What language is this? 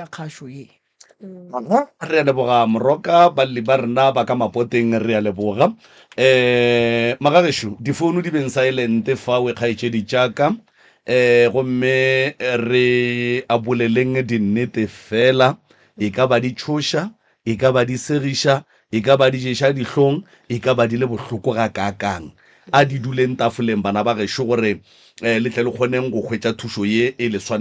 Northern Sotho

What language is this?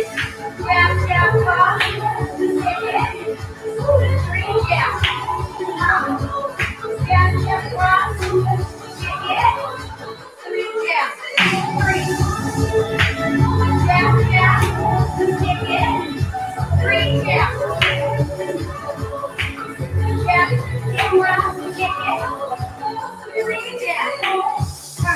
English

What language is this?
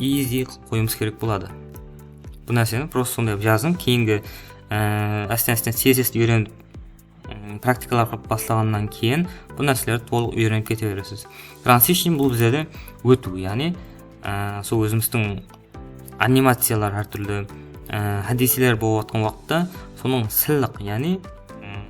Kara-Kalpak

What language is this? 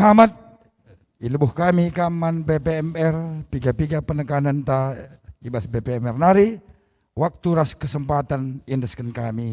Batak Karo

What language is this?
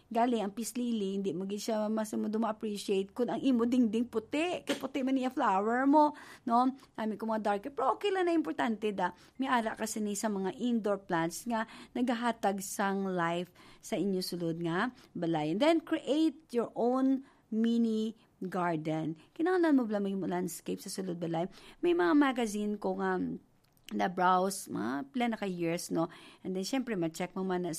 Hiligaynon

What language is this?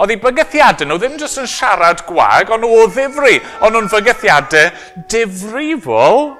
Welsh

